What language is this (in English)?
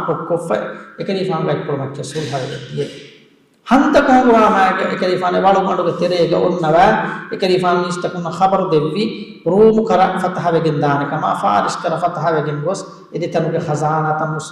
Divehi